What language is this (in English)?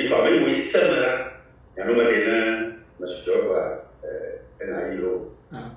Ewe